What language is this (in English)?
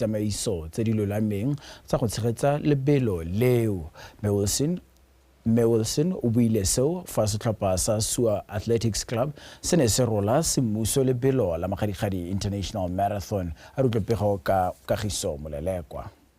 Tswana